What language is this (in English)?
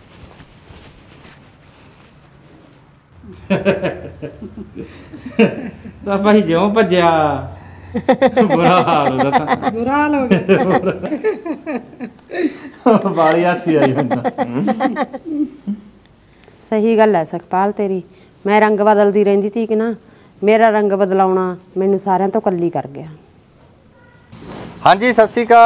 Punjabi